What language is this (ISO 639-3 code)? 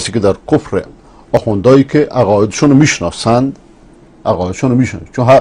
fas